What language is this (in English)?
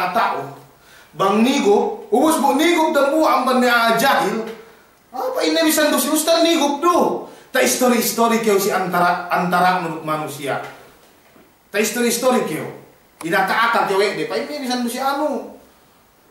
Yakan